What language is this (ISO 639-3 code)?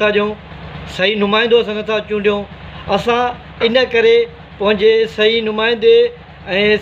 snd